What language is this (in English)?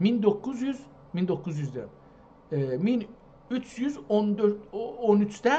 South Azerbaijani